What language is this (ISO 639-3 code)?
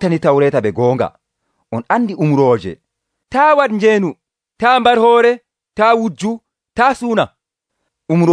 fuv